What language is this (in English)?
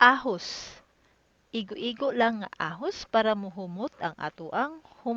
Cebuano